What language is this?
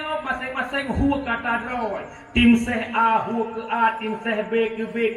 Achinese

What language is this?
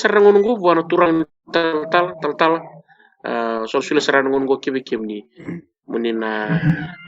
Fijian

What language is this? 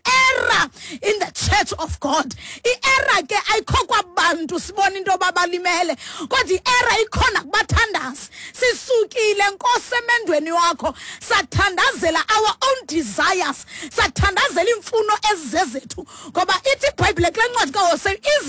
Xhosa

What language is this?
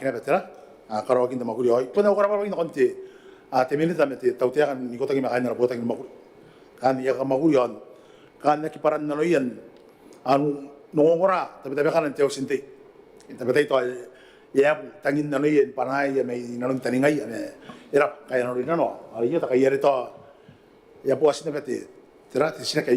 Gilbertese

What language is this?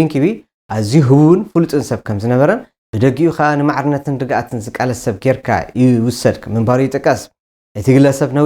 Tigrinya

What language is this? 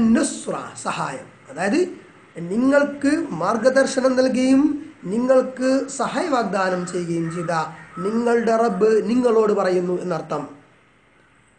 Malayalam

